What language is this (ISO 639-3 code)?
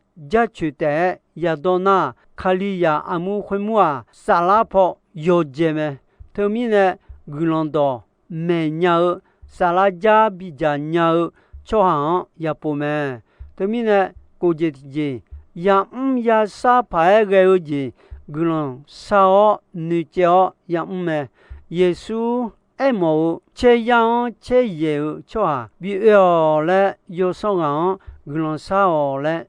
ahk